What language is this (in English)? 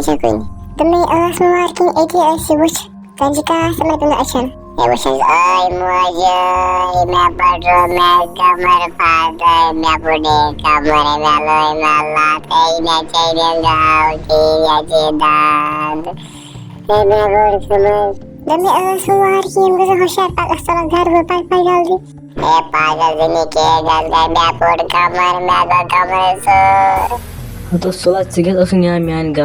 Kashmiri